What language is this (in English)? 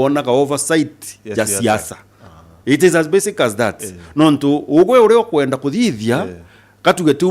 Meru